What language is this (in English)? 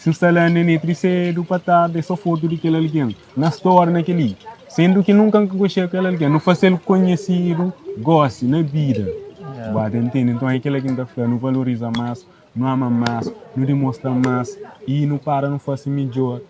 Kabuverdianu